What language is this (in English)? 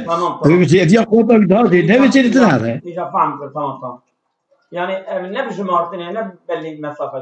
Kurdish